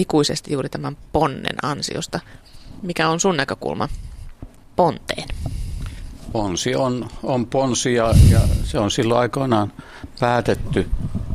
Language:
Finnish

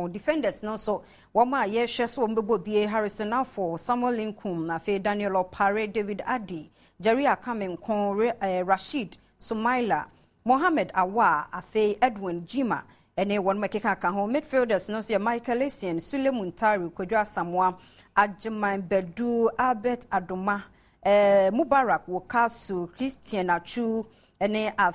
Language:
Akan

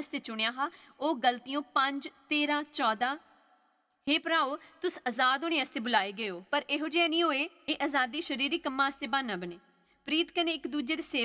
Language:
Dogri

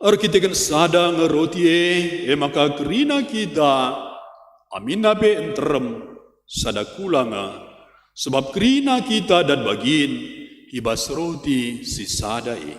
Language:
Batak Karo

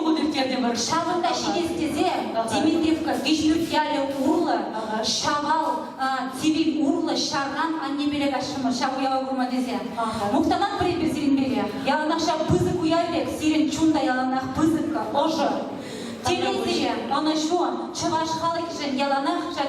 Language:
Chuvash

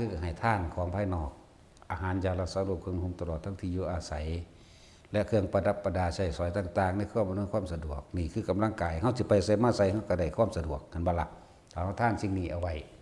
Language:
Northeastern Thai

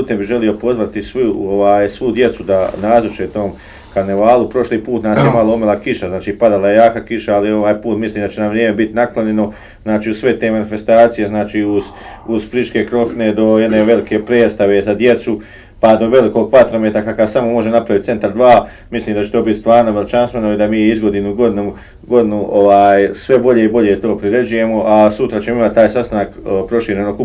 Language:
Bosnian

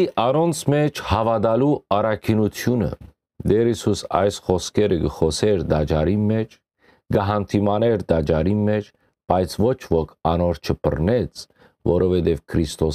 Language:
Western Armenian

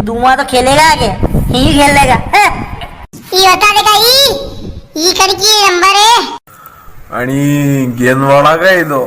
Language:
Rajasthani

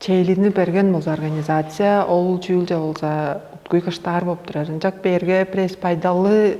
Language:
Tuvinian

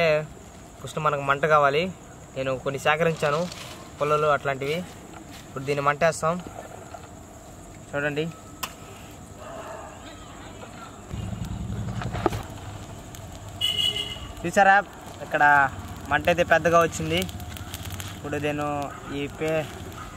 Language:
Telugu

